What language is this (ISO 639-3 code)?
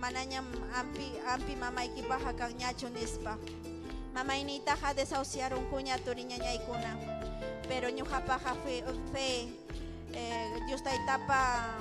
quy